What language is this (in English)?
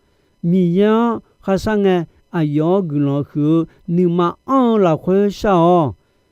Akha